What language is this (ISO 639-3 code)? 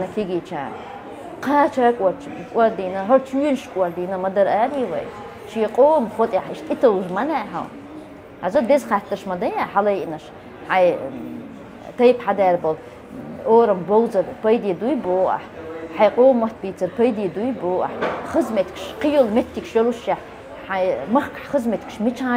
che